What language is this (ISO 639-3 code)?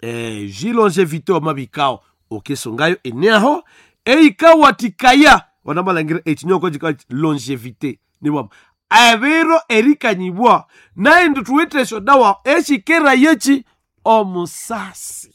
nnb